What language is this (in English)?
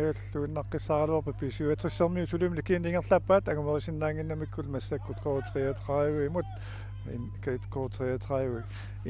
Kalaallisut